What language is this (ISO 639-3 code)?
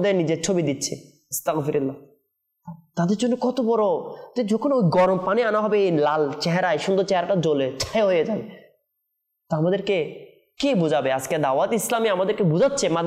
ben